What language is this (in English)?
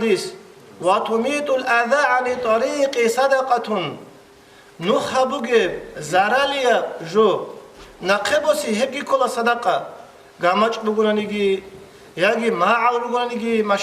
Avaric